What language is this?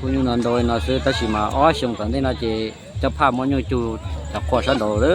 Hmong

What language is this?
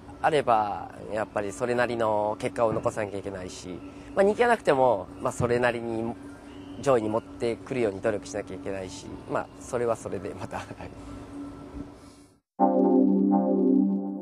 Japanese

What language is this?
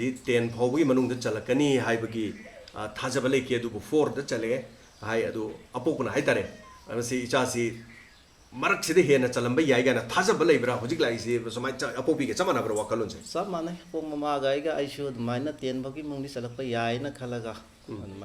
Manipuri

